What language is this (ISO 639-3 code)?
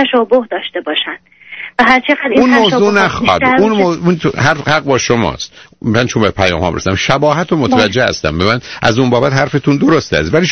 fas